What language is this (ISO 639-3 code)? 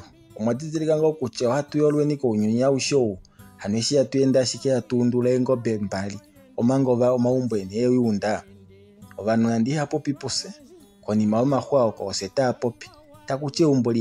kua